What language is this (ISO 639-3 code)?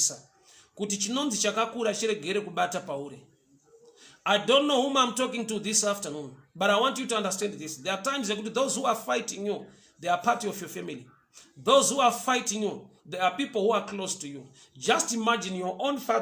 sna